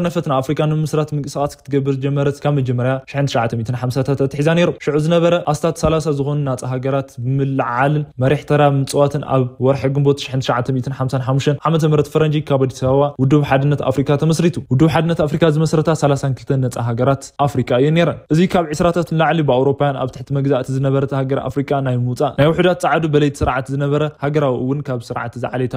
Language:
Tigrinya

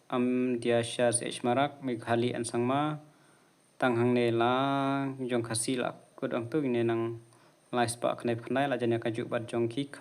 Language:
Khasi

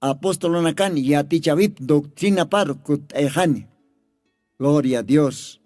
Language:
Aymara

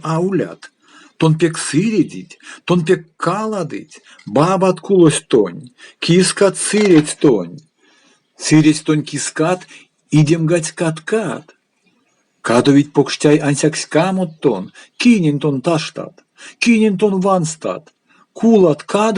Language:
Erzya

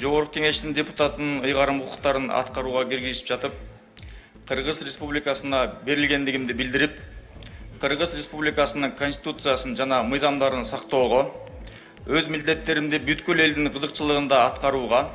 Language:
Kyrgyz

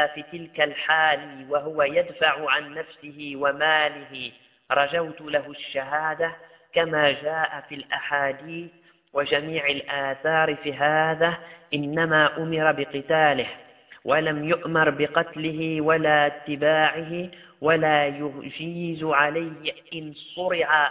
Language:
Arabic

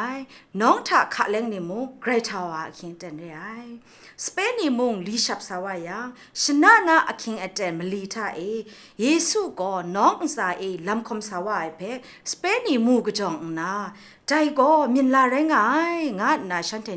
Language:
Kachin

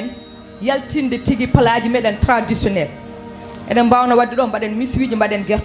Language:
Fula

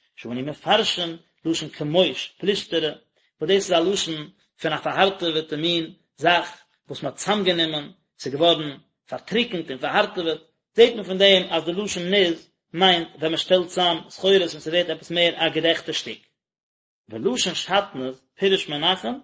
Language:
Yiddish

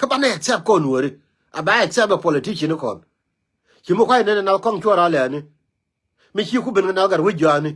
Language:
Nuer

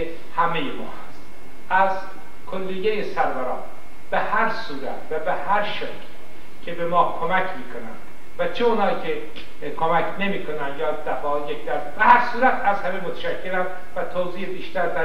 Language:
Persian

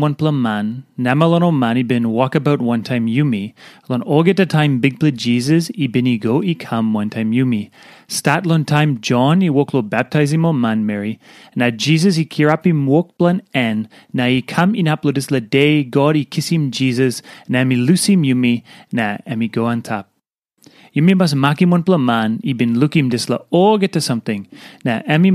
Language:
Tok Pisin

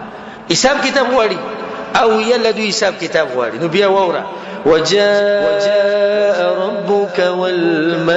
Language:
Pashto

